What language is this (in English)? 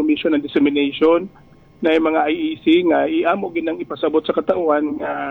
Cebuano